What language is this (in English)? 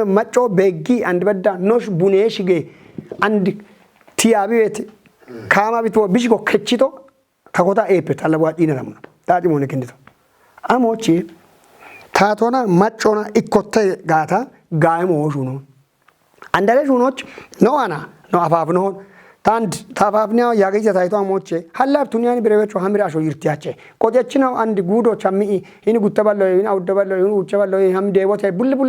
Kafa